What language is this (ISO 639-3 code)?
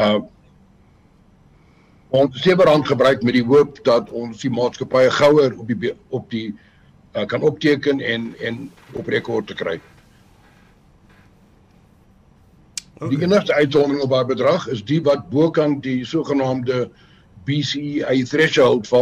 afr